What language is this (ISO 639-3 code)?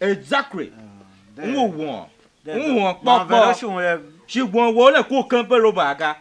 tiv